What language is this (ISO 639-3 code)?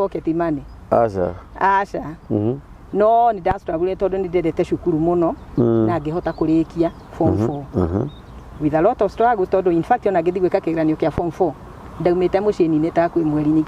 kik